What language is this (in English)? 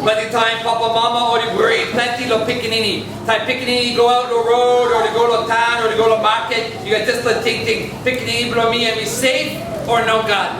Tok Pisin